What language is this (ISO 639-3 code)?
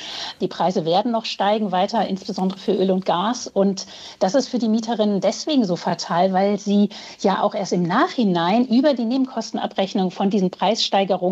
deu